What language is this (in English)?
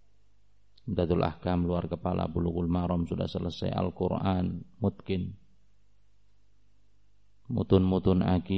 Indonesian